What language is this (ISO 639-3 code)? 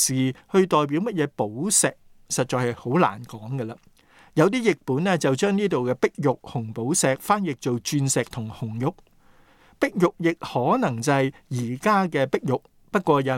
yue